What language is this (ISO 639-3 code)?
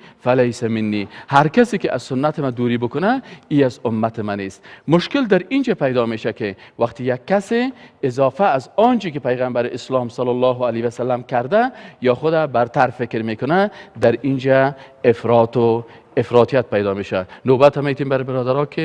fas